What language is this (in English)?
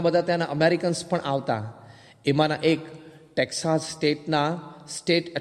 Gujarati